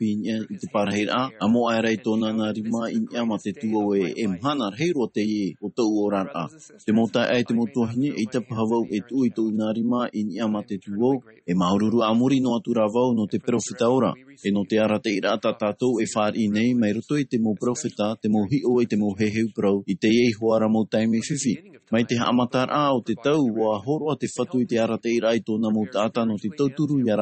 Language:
Tahitian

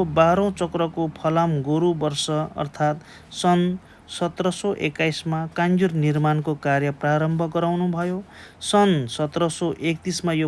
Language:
Nepali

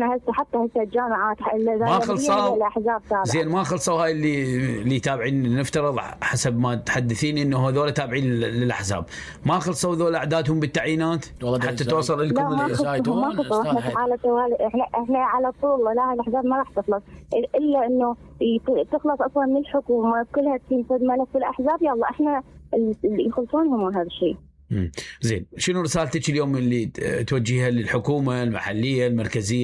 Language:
Mesopotamian Arabic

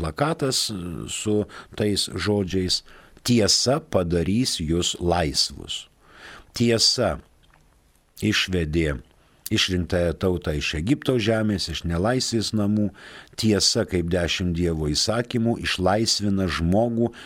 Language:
Lithuanian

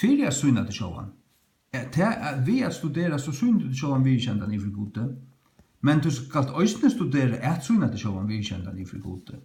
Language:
Faroese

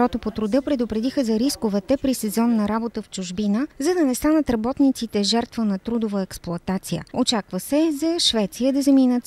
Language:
Bulgarian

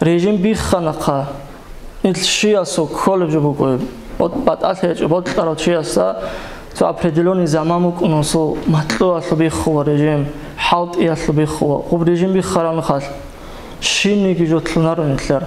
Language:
Avaric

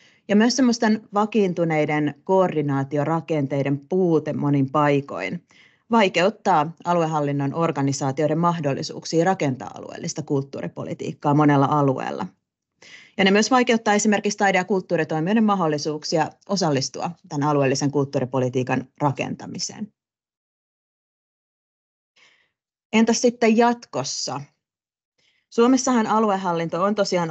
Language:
Finnish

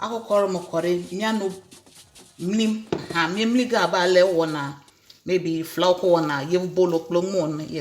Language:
Ewe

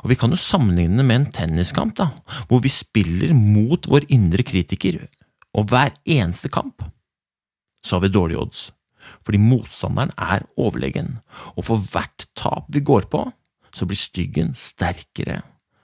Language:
Norwegian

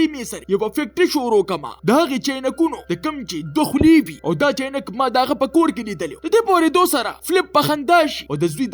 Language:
Pashto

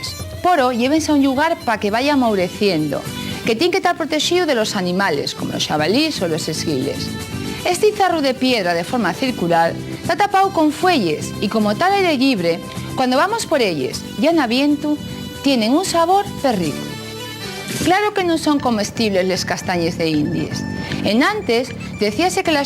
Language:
Asturian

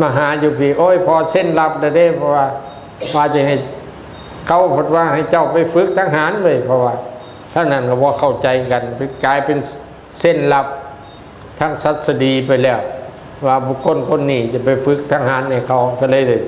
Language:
Northeastern Thai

